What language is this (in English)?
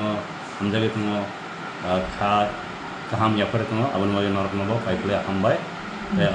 Kok Borok